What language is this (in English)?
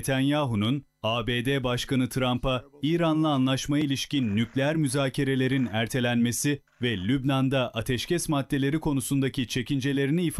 Turkish